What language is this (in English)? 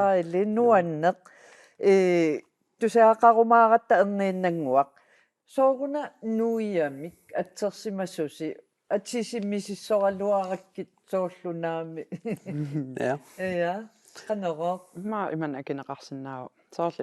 Kalaallisut